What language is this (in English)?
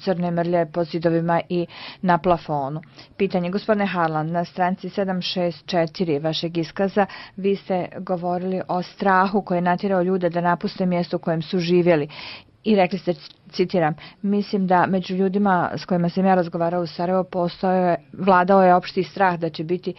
Bosnian